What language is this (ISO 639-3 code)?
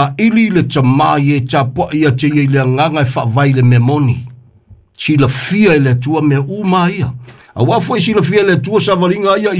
smo